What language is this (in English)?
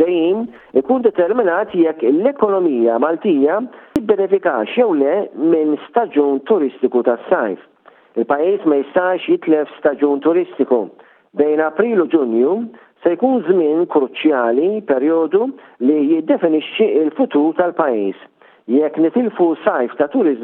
Maltese